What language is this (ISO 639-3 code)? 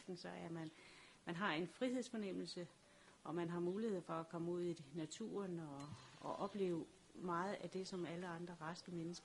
dan